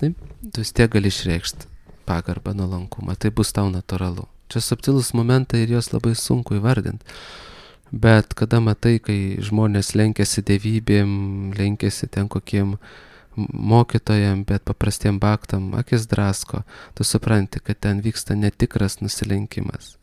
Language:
Lithuanian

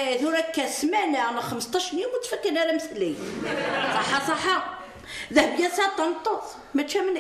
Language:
Kabyle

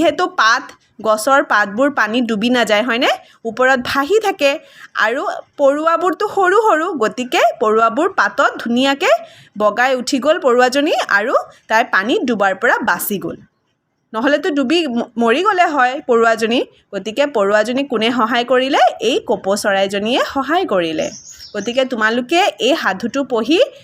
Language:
Assamese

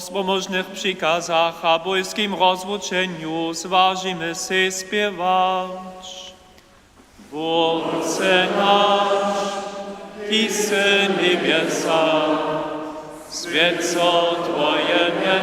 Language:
Upper Sorbian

